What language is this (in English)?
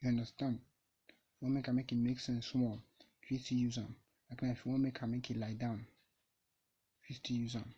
Nigerian Pidgin